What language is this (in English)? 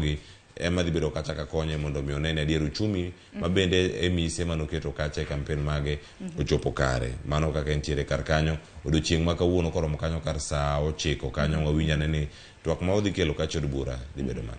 Luo (Kenya and Tanzania)